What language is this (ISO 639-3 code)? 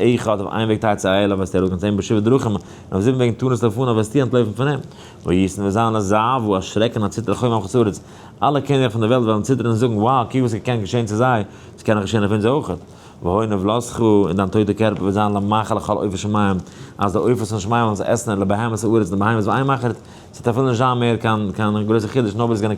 yid